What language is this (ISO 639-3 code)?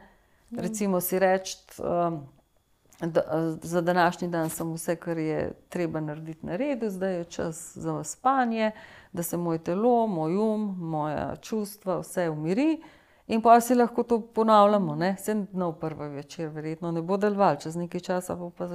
slv